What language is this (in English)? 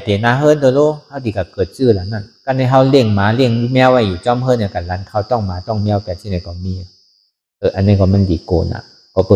Shan